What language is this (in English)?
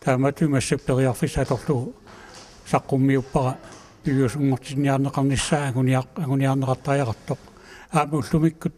Kalaallisut